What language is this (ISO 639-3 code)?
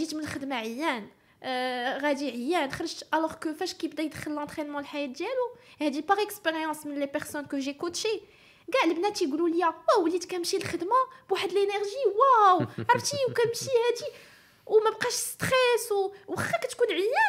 ary